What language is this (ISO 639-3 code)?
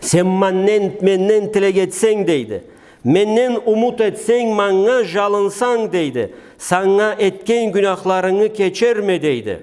krc